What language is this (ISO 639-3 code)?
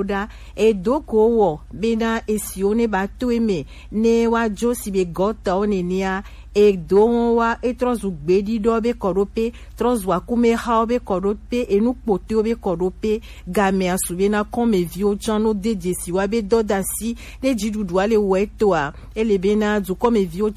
gej